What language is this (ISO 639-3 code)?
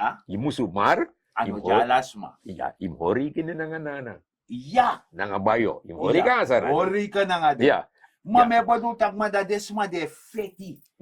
srn